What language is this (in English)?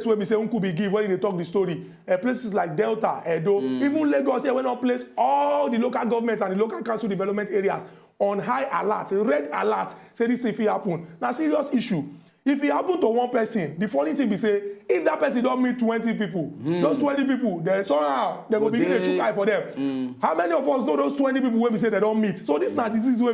Nigerian Pidgin